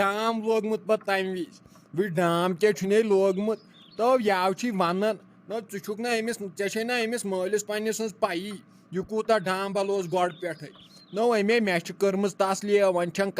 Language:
Kashmiri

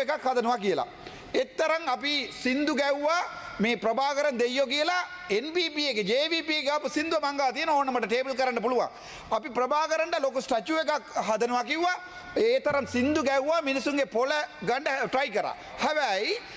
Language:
Sinhala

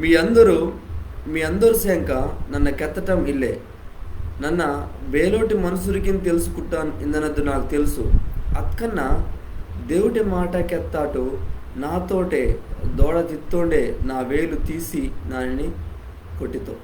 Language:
Koya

